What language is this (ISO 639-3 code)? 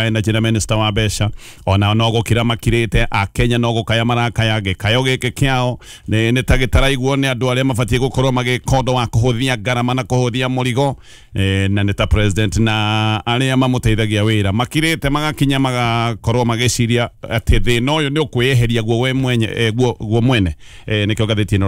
kik